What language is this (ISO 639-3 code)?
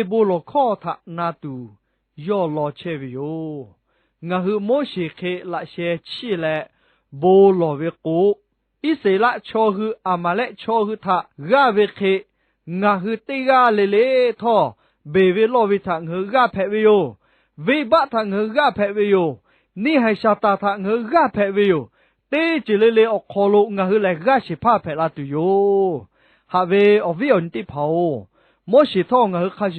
lhu